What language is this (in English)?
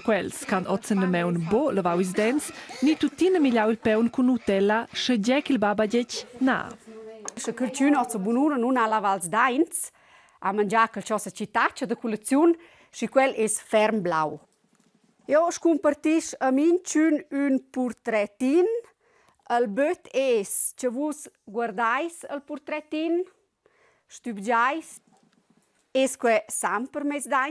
Romansh